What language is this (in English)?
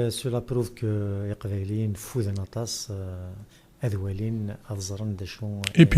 Kabyle